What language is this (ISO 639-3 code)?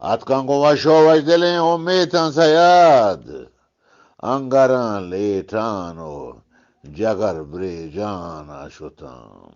bgp